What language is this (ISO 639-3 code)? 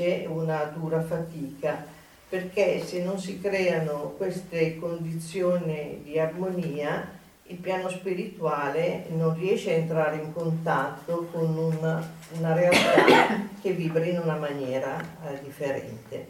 ita